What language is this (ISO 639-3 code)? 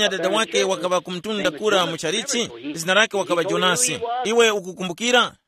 tum